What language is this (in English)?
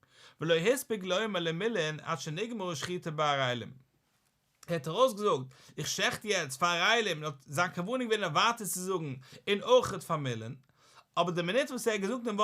Yiddish